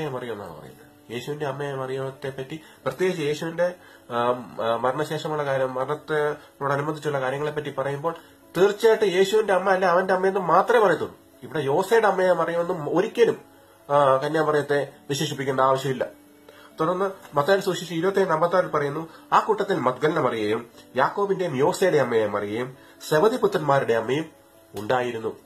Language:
Malayalam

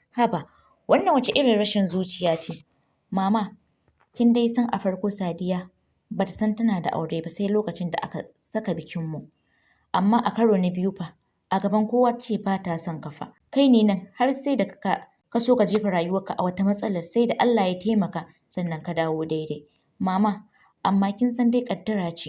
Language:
Hausa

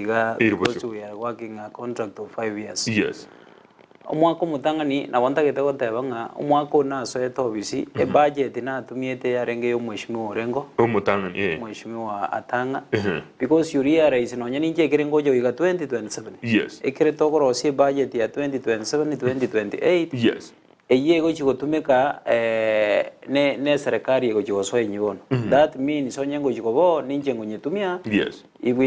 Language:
Gusii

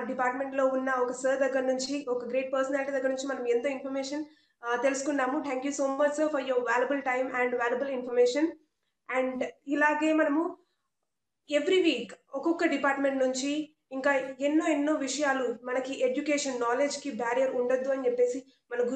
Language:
Telugu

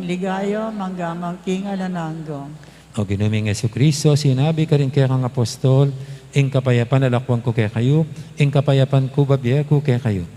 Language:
Pampanga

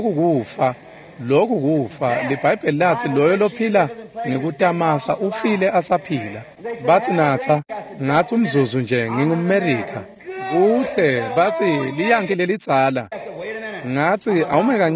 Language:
Swati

